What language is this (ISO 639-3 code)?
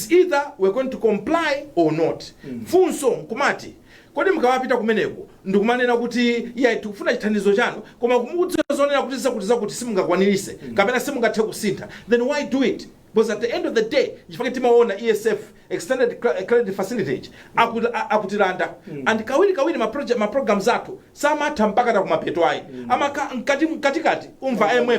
nya